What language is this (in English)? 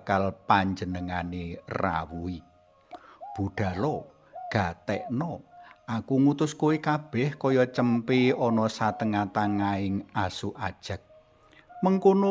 Javanese